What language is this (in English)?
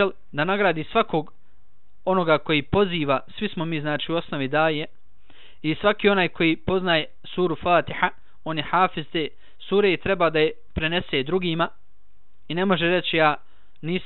Bosnian